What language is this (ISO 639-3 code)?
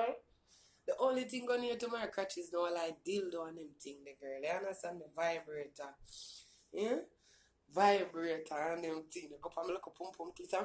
jam